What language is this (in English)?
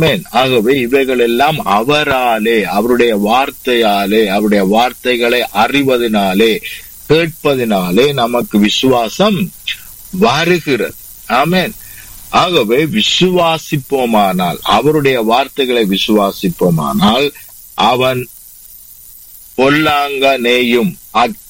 Tamil